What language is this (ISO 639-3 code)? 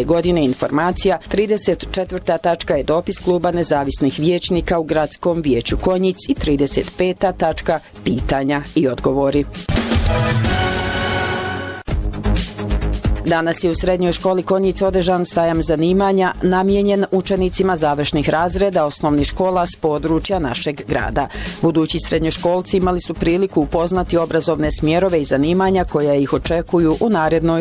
bos